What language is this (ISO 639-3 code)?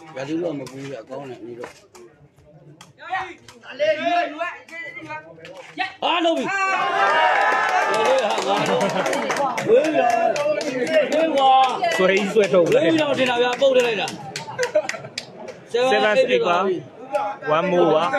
mya